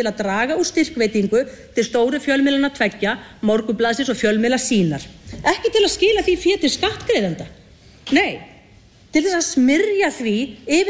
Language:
Icelandic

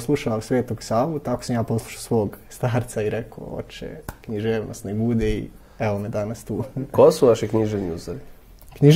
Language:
Serbian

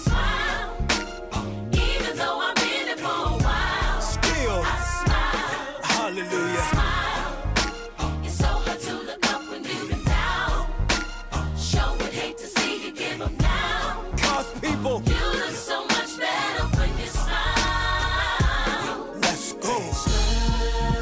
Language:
English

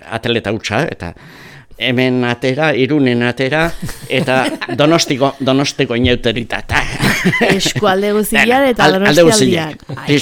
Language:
Basque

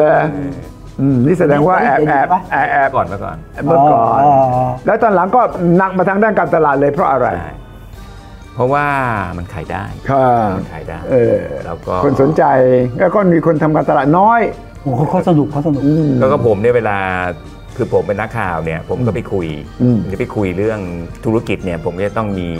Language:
Thai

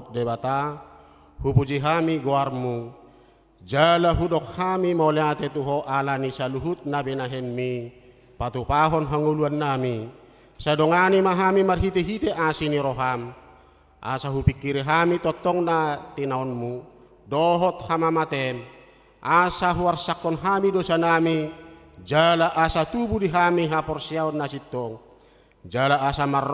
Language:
Batak Toba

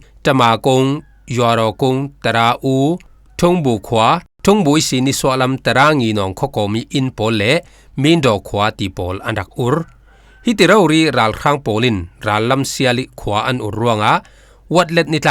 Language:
Falam Chin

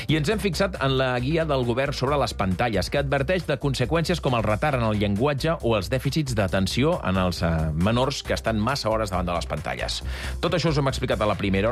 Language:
Catalan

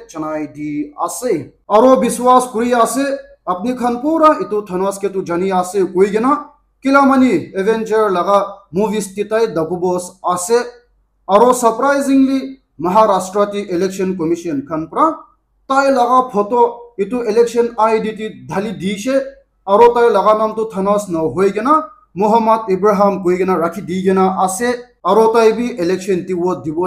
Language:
Naga Pidgin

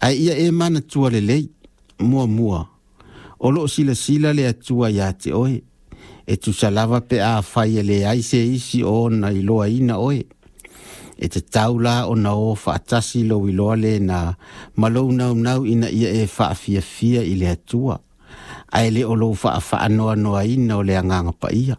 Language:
Samoan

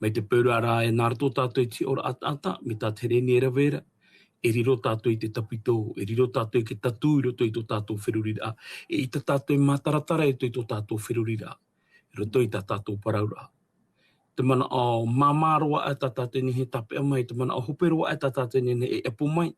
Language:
Tahitian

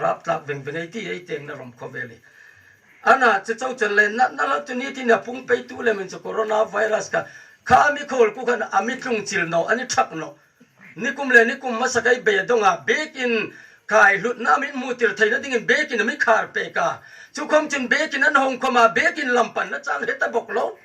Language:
Hmar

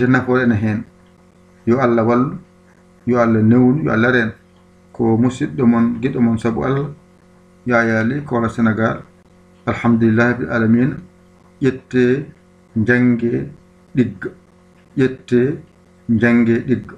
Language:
Fula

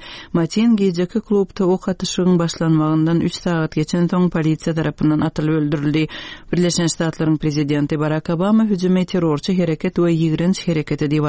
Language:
Turkmen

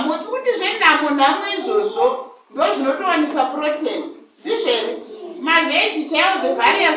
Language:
Shona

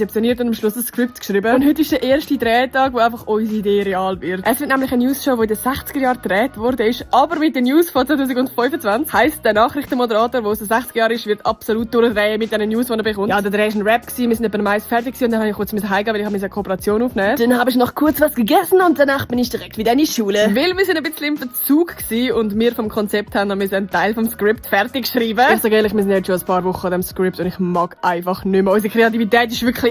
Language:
Swiss German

